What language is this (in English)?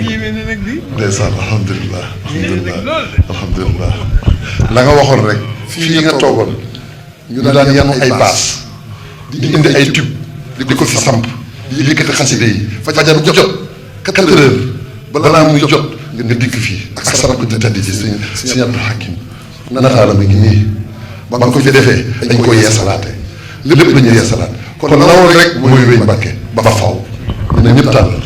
Wolof